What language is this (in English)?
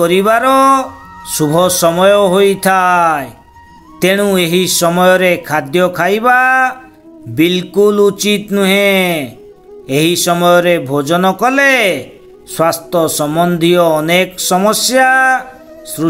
Odia